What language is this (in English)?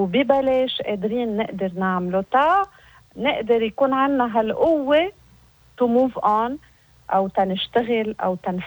North Levantine Arabic